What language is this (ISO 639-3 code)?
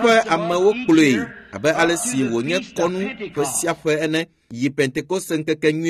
ewe